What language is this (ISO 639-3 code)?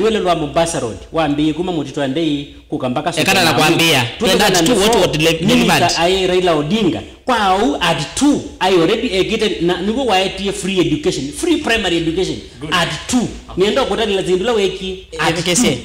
kam